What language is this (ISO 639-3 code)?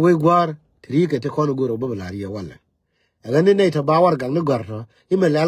nus